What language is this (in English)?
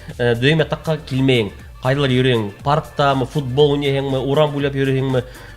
Bashkir